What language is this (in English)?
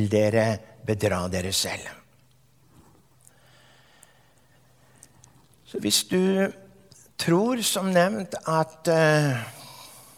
Norwegian